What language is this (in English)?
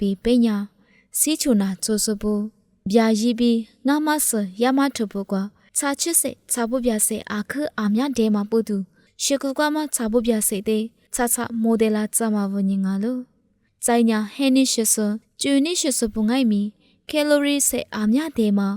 Lisu